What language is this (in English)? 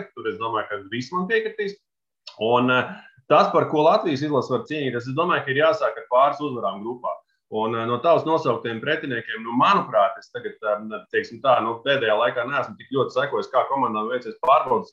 Latvian